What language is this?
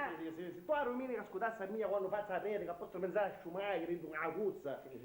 Sicilian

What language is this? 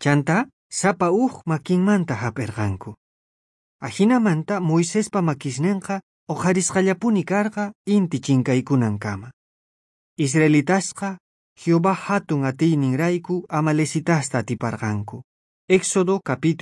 South Bolivian Quechua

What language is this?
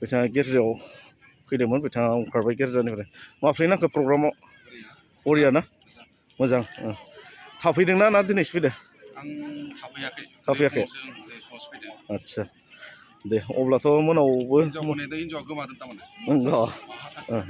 Bodo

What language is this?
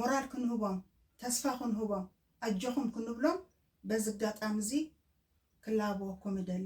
Tigrinya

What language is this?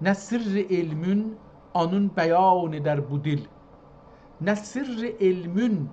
South Azerbaijani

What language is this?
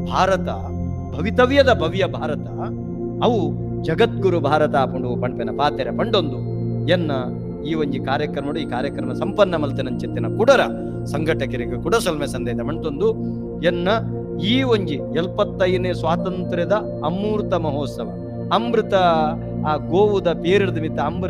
Tulu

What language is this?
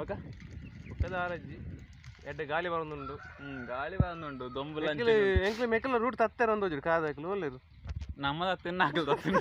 Tulu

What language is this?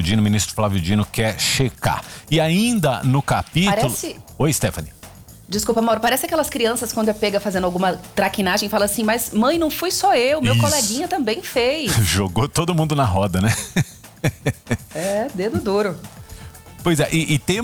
Portuguese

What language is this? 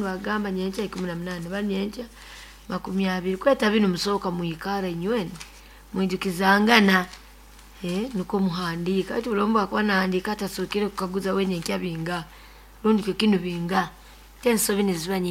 Nyoro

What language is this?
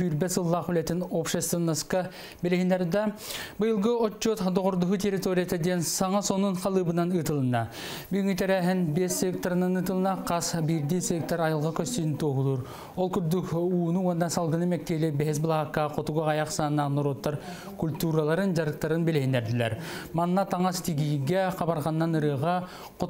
Yakut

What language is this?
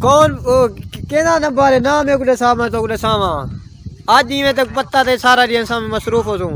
Saraiki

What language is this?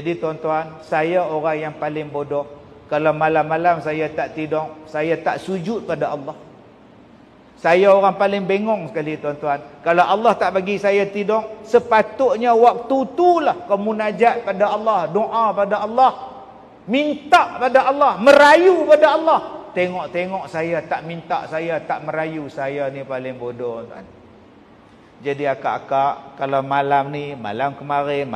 Malay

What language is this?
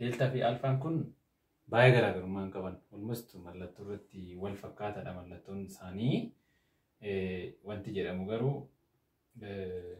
Oromo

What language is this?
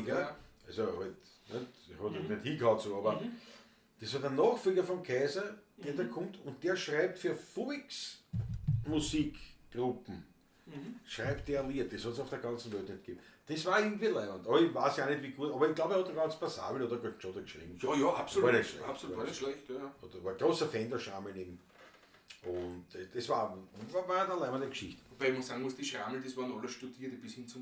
Bavarian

